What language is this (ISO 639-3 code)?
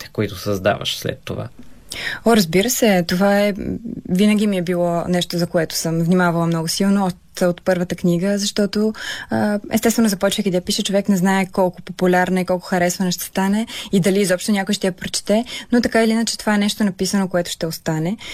bul